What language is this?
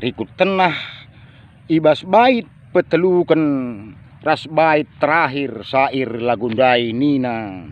Batak Karo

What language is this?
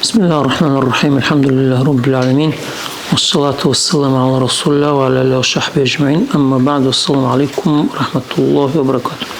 Dargwa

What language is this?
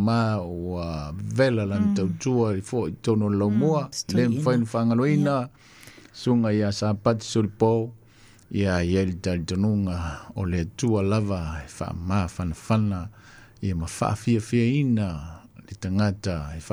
Samoan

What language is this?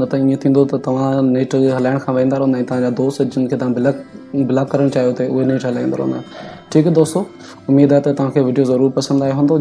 Sindhi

